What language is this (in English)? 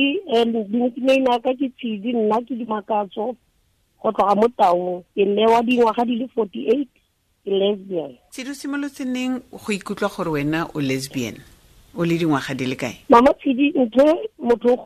Tswana